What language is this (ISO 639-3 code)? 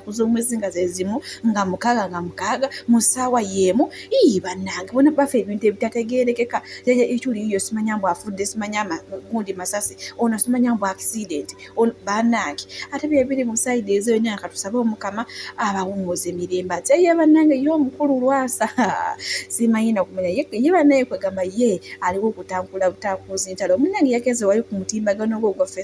lug